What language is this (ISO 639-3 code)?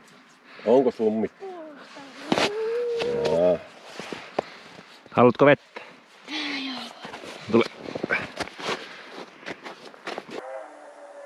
fin